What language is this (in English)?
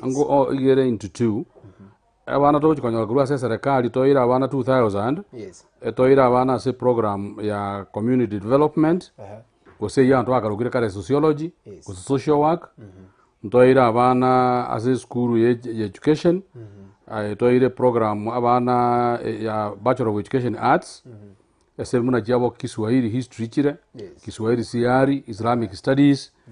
Gusii